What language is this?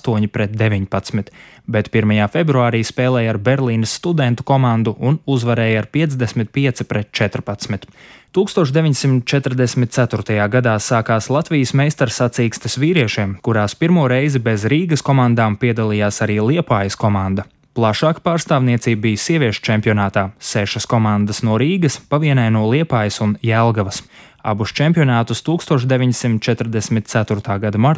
Latvian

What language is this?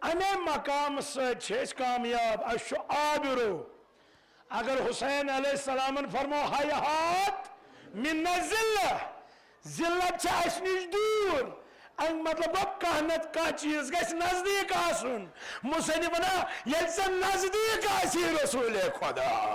Kashmiri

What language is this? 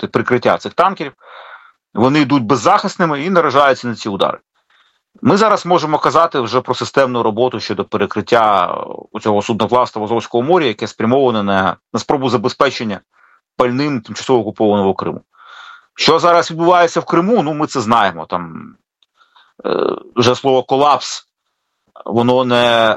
Ukrainian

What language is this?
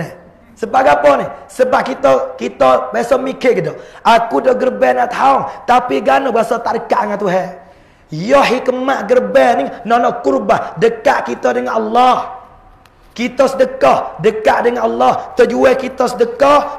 Pattani Malay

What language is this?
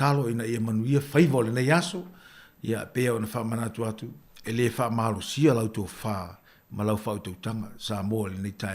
Samoan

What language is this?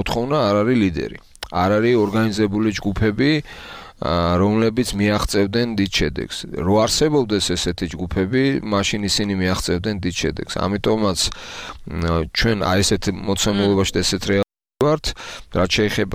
Georgian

